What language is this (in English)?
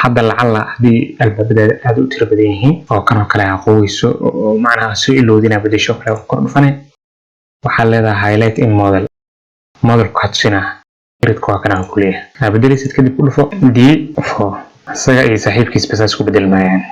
Somali